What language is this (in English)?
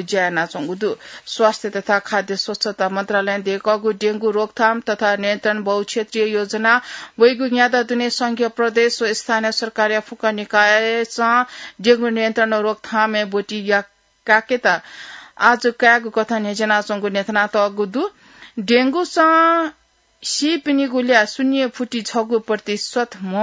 Newari